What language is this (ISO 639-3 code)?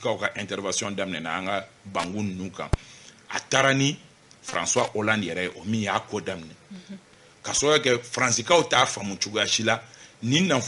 bam